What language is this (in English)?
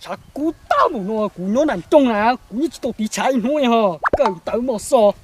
Hmong